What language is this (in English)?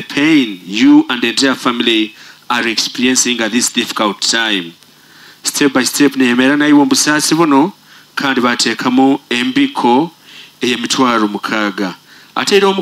Nyoro